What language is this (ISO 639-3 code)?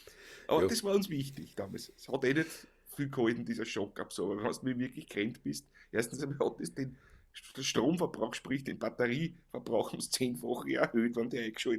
bar